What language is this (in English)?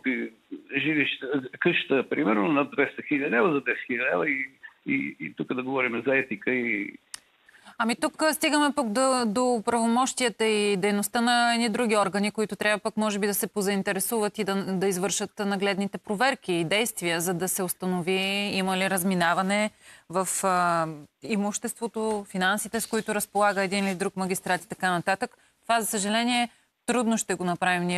Bulgarian